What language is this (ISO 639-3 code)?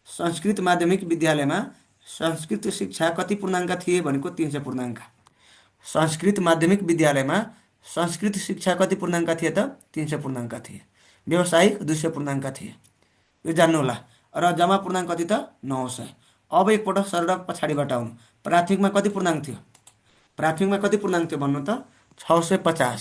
nep